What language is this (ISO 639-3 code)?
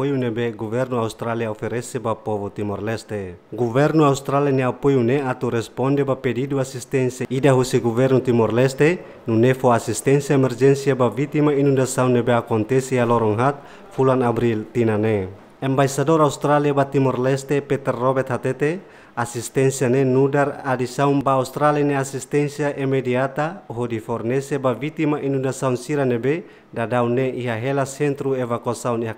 tet